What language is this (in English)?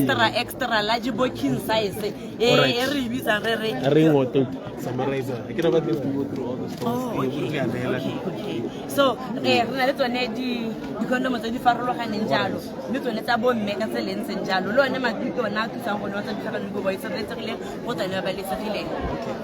Tswana